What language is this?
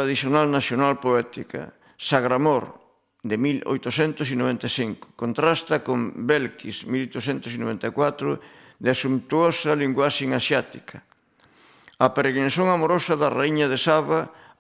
Galician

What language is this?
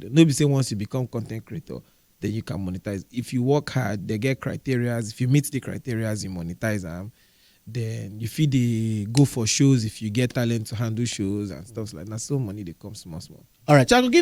Nigerian Pidgin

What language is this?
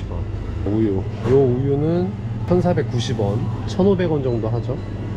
Korean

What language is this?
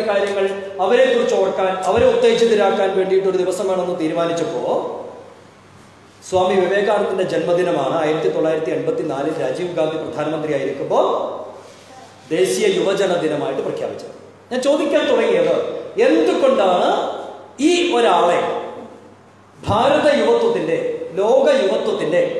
Malayalam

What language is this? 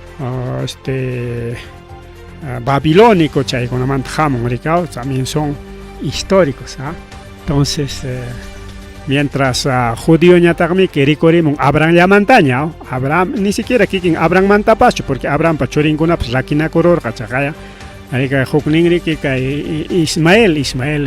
Ayacucho Quechua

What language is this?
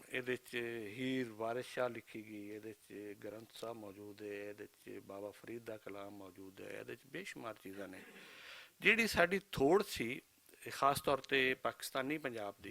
Western Panjabi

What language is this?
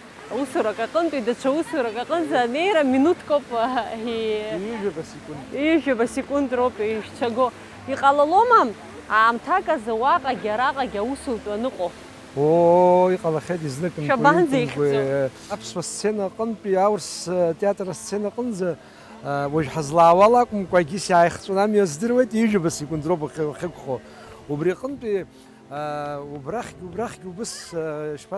Abkhazian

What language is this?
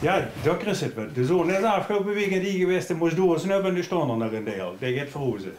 Limburgish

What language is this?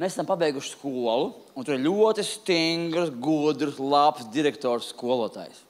Latvian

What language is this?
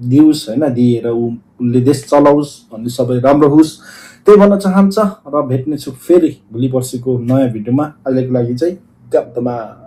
Nepali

